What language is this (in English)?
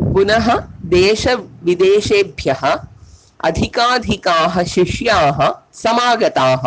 Sanskrit